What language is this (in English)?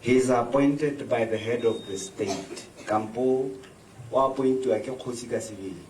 Tswana